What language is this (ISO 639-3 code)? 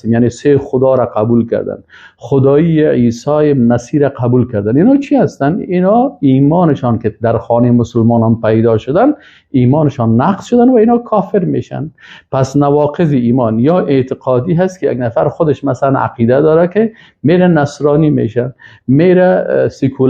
fas